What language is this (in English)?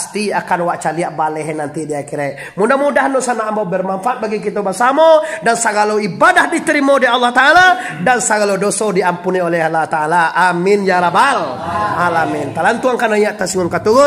Minangkabau